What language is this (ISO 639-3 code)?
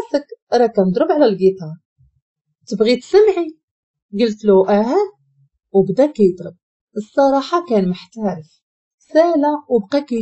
ary